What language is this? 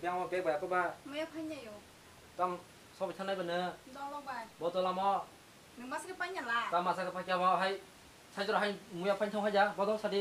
Kok Borok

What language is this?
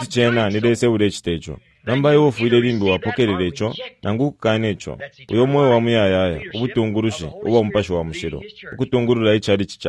Bemba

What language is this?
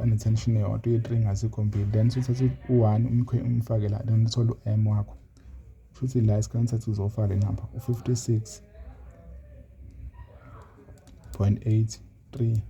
Zulu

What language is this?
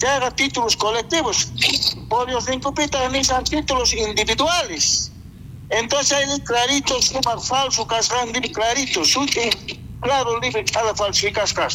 South Bolivian Quechua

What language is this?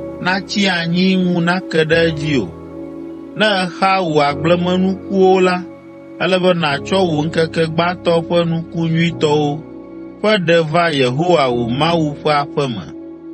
Ewe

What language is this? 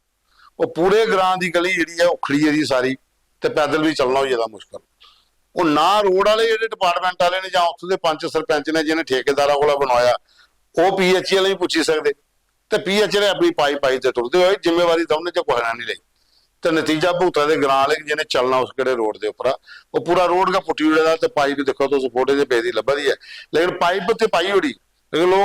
Dogri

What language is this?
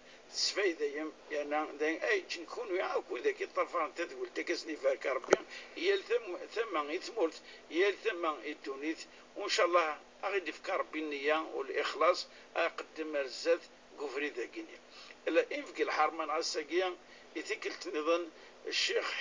Kabyle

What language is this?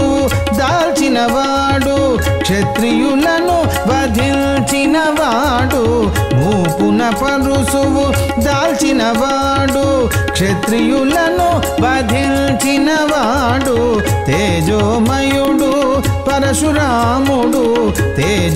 Telugu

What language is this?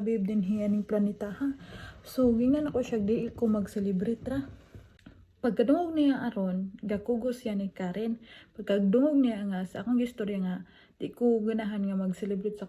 Cebuano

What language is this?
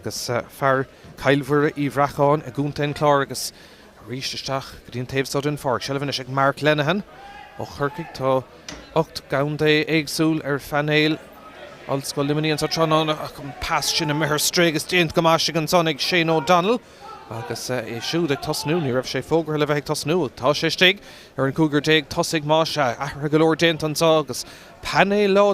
Irish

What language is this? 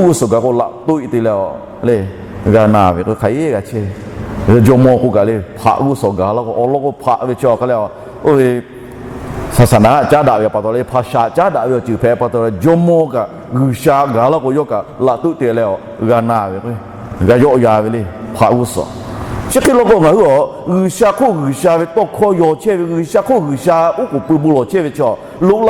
Lahu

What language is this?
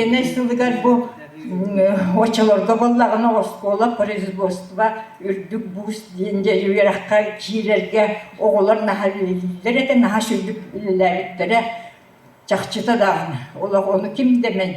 Yakut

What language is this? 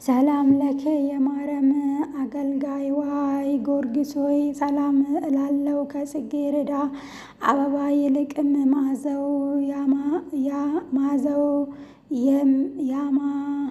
Amharic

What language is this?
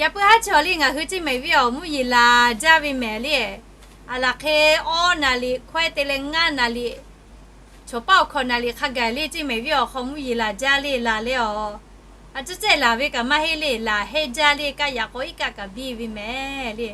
Lahu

